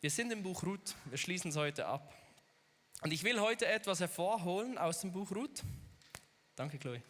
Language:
Swiss German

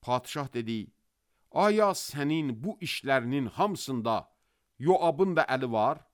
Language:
Azerbaijani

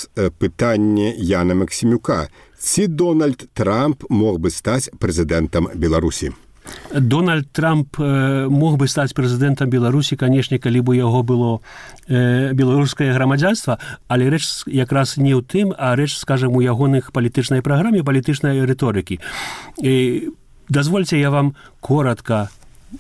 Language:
Belarusian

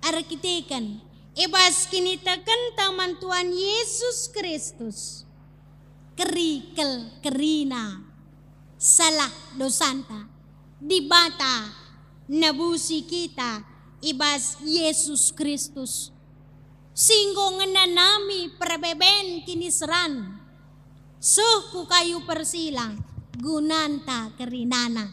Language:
Batak Karo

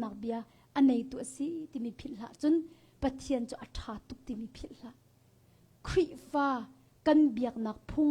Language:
Hakha Chin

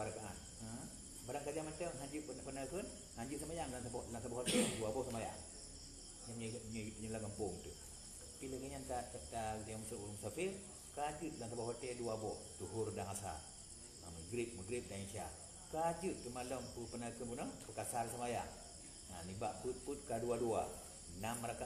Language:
Achinese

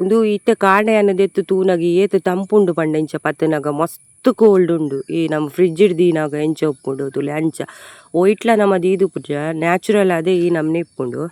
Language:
Tulu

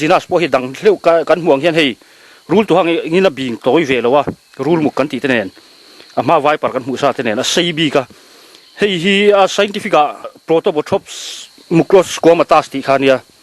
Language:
Mizo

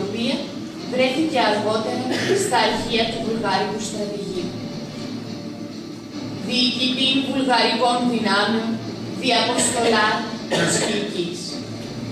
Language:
Greek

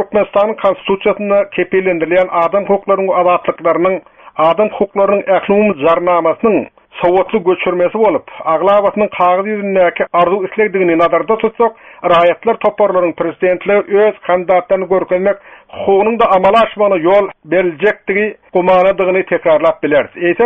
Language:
Turkmen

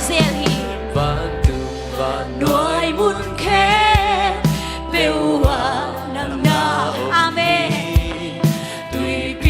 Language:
Tedim Chin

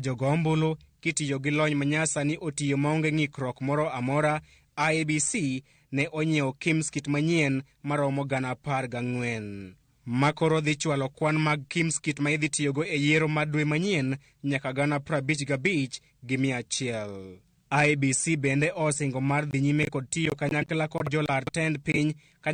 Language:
Luo (Kenya and Tanzania)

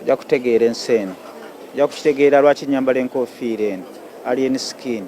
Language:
Ganda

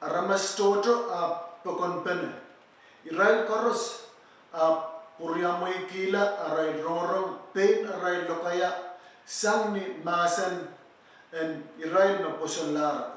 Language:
Pohnpeian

